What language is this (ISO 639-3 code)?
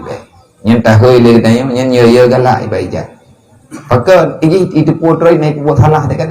ace